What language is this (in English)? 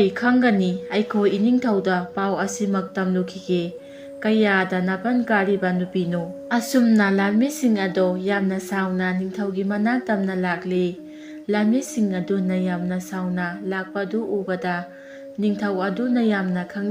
Manipuri